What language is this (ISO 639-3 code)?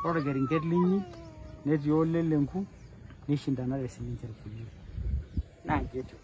mas